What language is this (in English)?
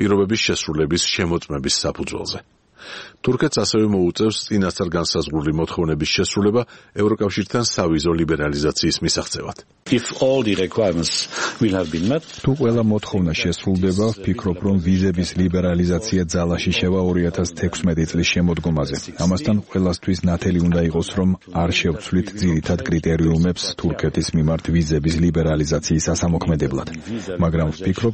Georgian